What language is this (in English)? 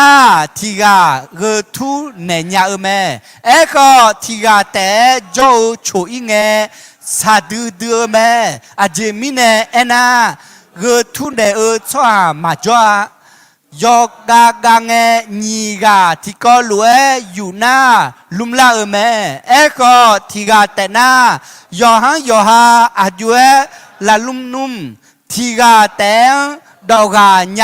Akha